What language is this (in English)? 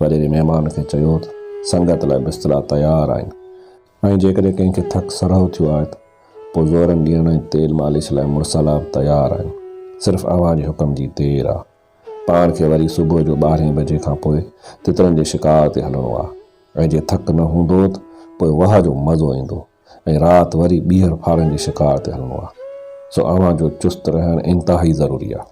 Sindhi